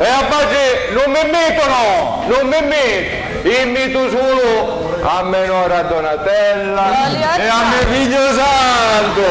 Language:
Sicilian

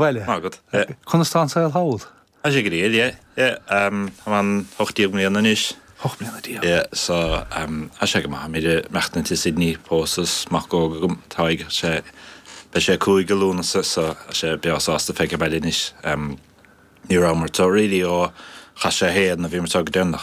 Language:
Irish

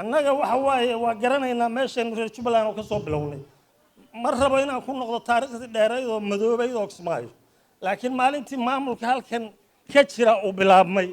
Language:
Somali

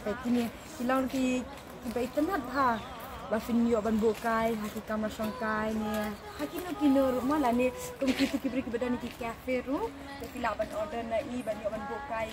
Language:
Khasi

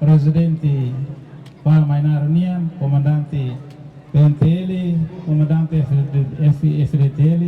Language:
Tetum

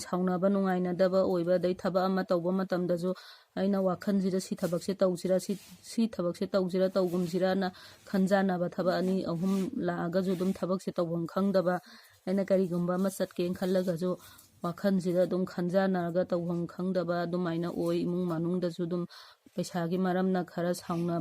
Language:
Manipuri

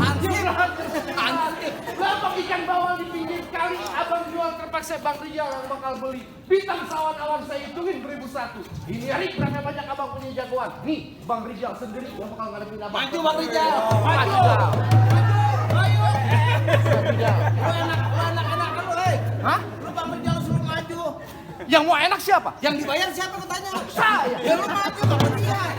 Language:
Betawi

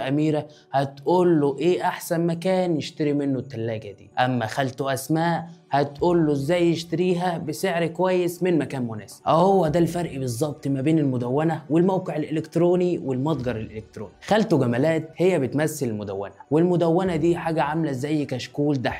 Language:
Egyptian Arabic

